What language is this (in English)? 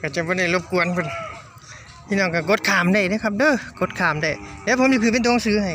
Northeastern Thai